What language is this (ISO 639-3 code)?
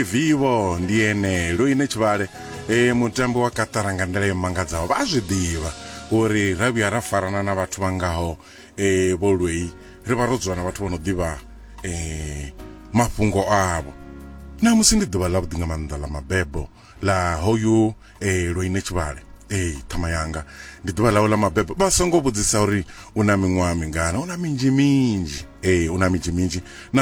ven